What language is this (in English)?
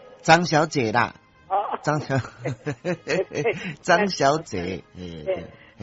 Min Nan Chinese